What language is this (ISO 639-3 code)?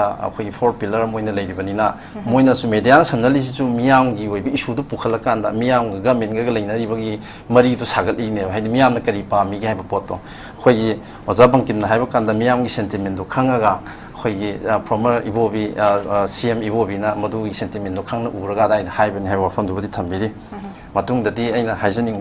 mni